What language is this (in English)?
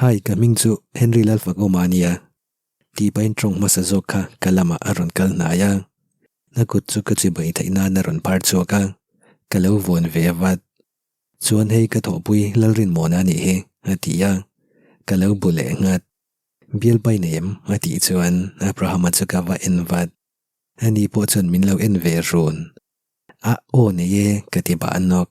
Mizo